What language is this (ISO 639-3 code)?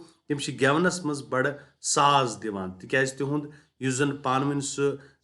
kas